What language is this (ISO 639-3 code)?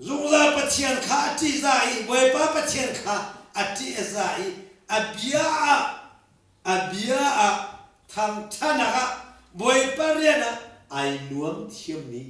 cnh